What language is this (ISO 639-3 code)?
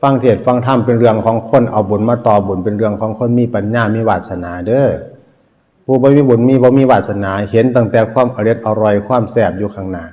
tts